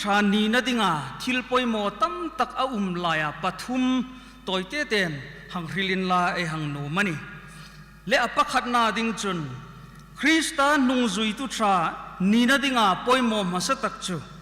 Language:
Hmar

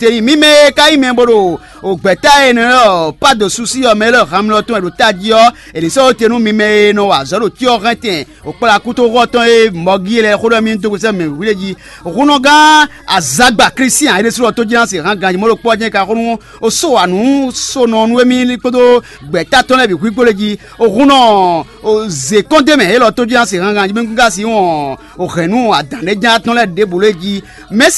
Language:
Fon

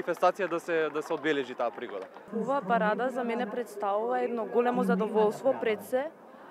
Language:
Macedonian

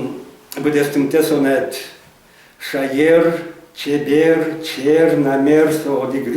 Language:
Udmurt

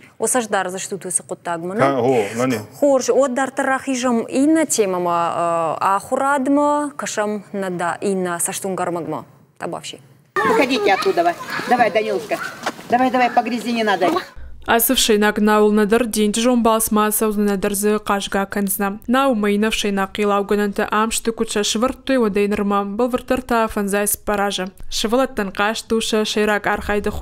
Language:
Ossetic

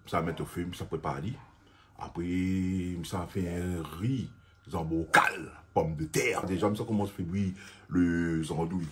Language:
Réunion Creole French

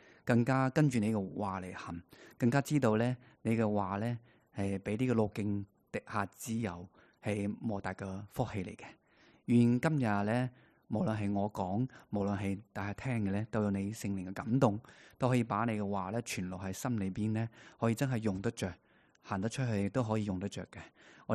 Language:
Cantonese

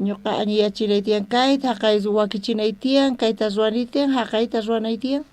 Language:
South Bolivian Quechua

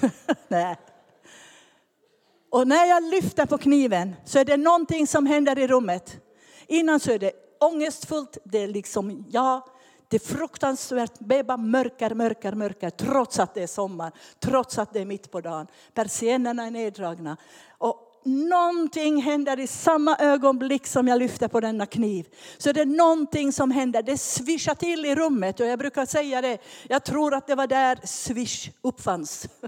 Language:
Swedish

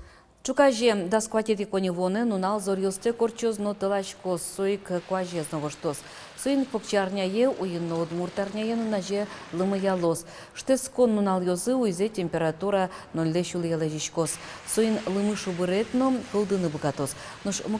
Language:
Udmurt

